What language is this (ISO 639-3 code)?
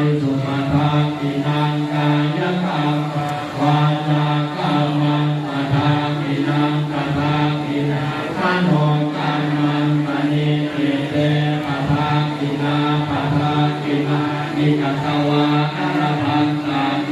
pli